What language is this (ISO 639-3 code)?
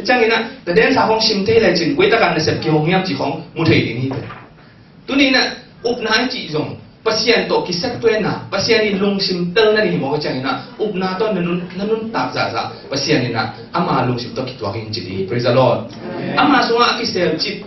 ctd